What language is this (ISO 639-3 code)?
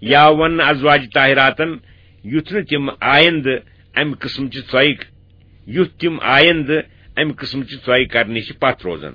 kas